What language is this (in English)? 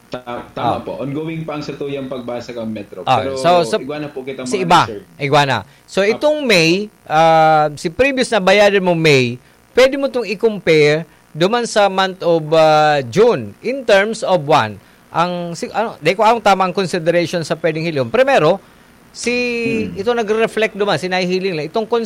Bikol